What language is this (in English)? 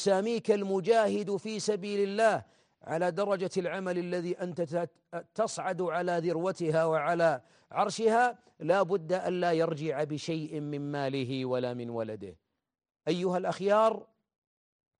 Arabic